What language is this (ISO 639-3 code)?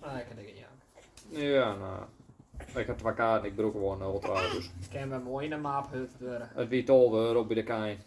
fry